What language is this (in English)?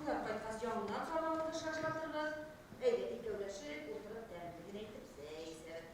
Bashkir